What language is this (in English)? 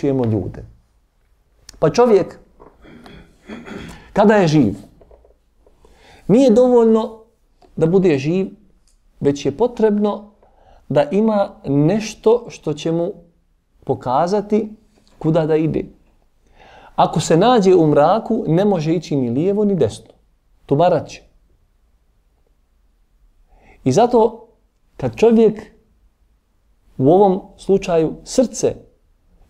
Bosnian